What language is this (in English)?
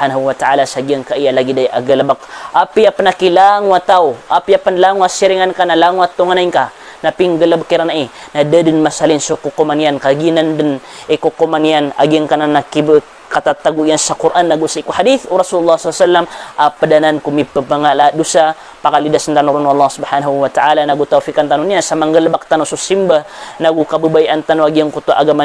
Maranao